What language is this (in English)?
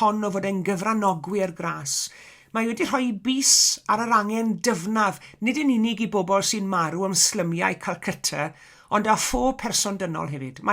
Welsh